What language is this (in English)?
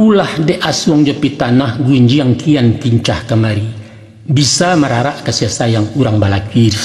Minangkabau